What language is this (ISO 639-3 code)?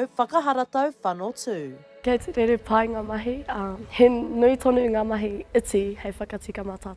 mri